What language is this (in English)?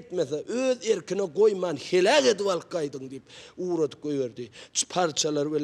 Turkmen